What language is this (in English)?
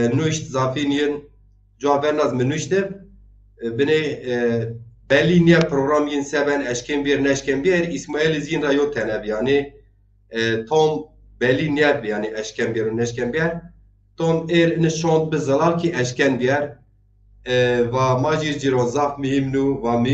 Zaza